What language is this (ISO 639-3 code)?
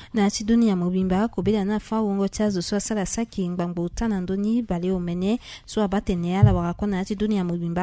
sag